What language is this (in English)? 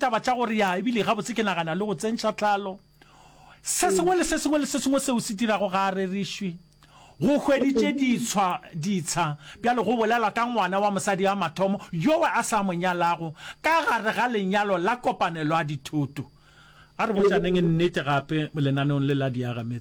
Northern Sotho